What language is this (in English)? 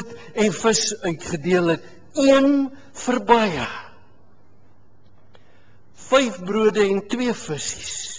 Afrikaans